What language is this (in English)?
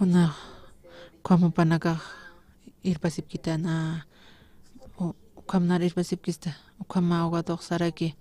Aymara